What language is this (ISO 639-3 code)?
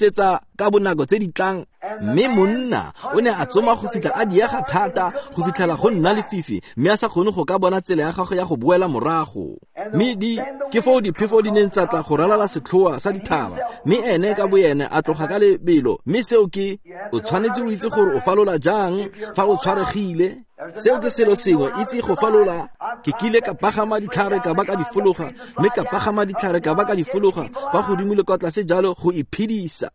tsn